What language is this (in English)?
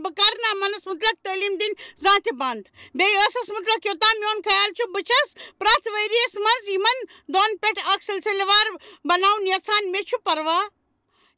Kashmiri